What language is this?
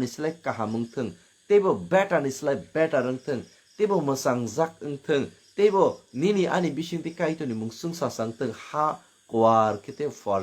Kok Borok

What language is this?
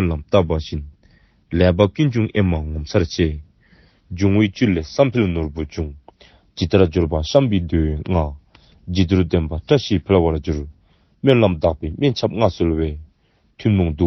Tibetan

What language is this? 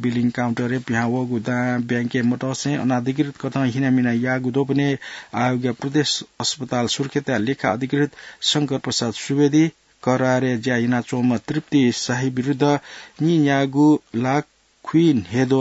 Newari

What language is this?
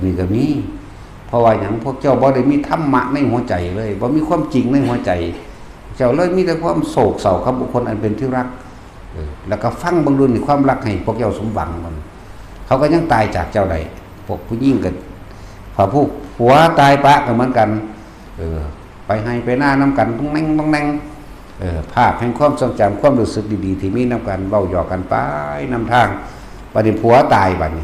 Northeastern Thai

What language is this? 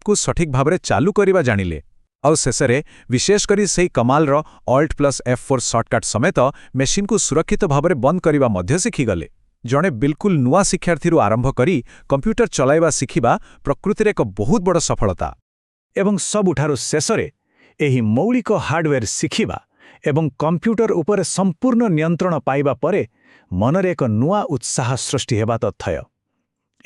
Odia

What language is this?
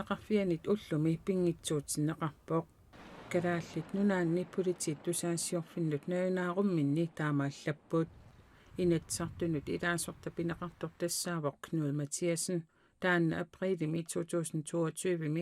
Kalaallisut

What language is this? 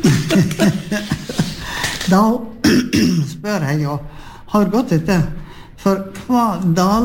Norwegian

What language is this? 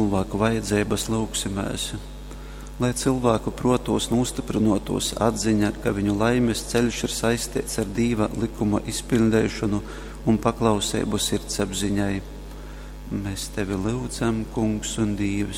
Latgalian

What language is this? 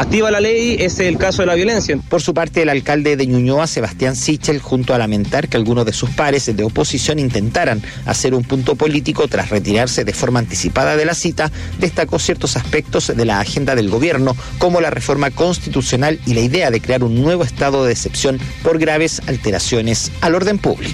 Spanish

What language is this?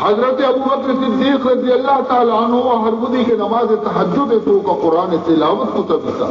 Baluchi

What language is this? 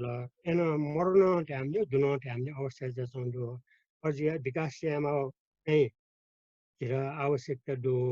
Newari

